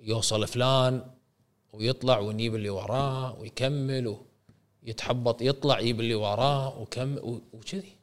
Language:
Gulf Arabic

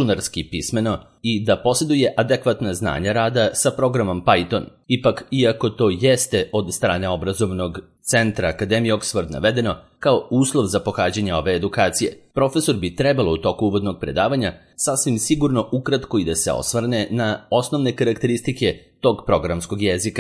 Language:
Serbian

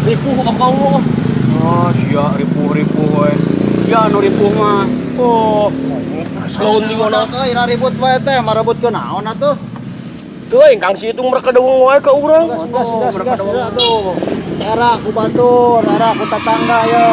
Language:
Sundanese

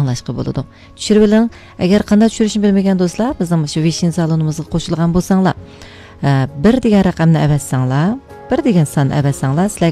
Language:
Uyghur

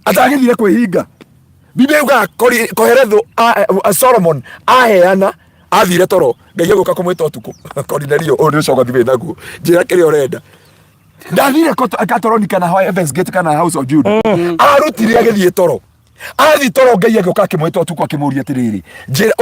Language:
Kikuyu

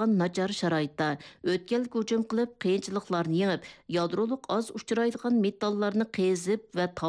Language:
Uyghur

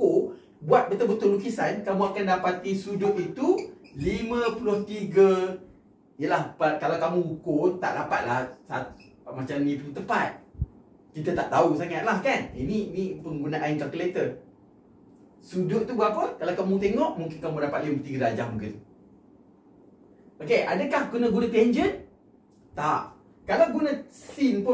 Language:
Malay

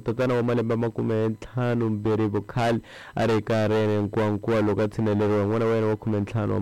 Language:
Tsonga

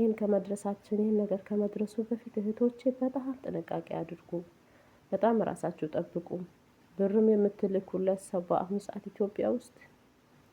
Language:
Amharic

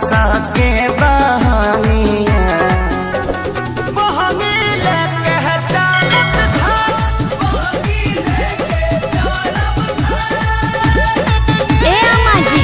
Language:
Bhojpuri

